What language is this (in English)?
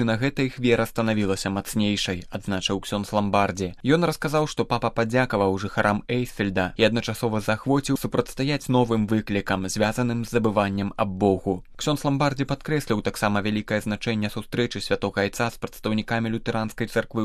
Belarusian